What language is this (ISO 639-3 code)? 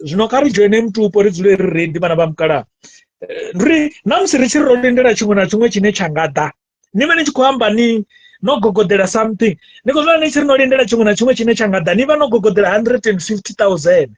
ven